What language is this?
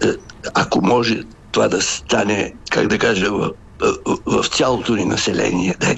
Bulgarian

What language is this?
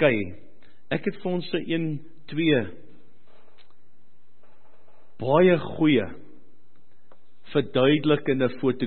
Afrikaans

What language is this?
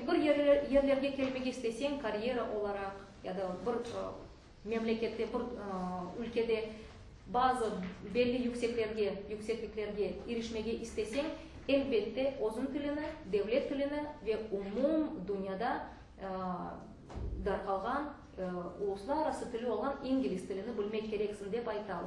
Crimean Tatar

